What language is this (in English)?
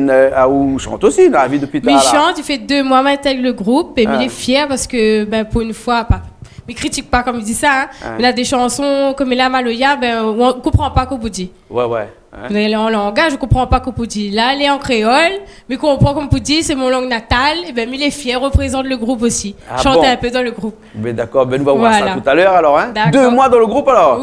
Réunion Creole French